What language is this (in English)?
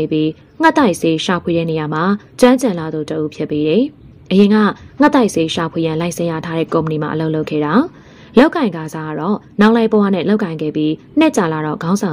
Burmese